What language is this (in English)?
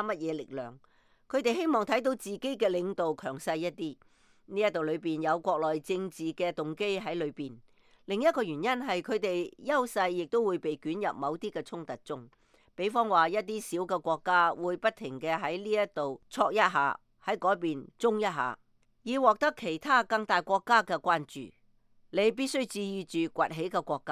Cantonese